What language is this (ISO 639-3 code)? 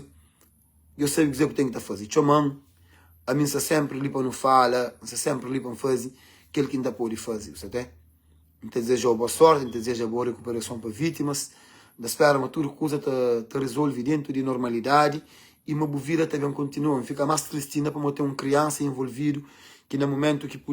kea